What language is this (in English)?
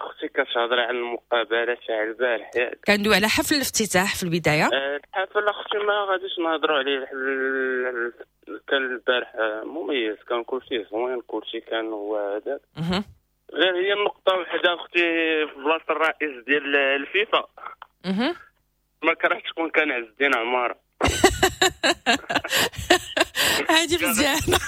Moroccan Arabic